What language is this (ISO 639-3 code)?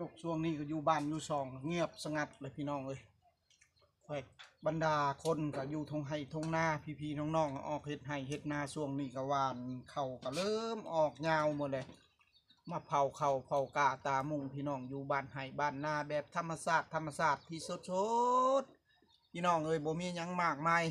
tts